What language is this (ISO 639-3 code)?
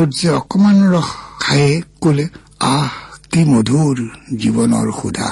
asm